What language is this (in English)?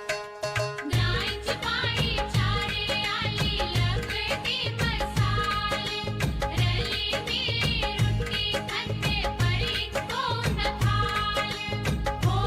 Dogri